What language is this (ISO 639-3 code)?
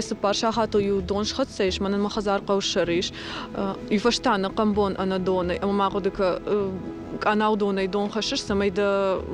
oss